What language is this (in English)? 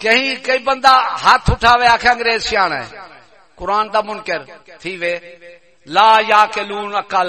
Saraiki